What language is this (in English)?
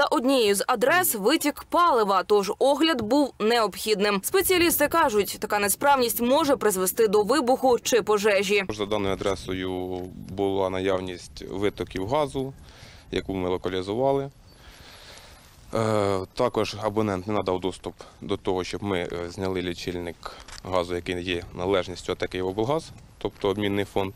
Ukrainian